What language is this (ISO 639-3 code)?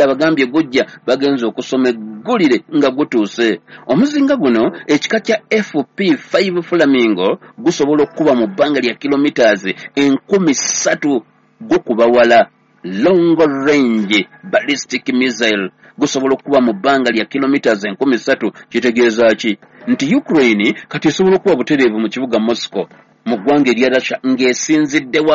lug